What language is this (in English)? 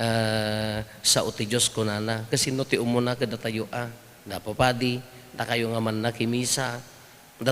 Iloko